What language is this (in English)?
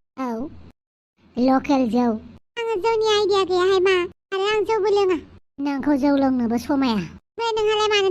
Bodo